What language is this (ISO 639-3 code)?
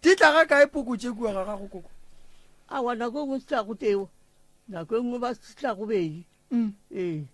nso